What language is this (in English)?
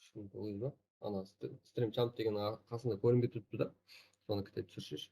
Kara-Kalpak